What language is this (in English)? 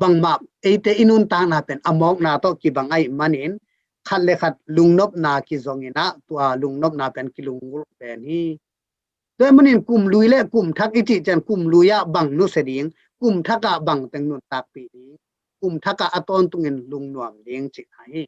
Tedim Chin